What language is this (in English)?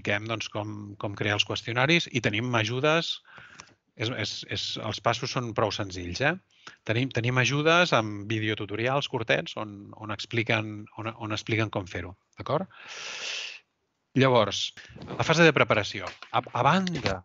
Catalan